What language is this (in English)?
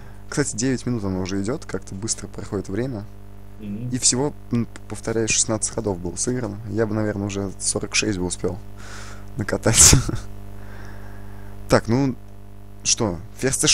Russian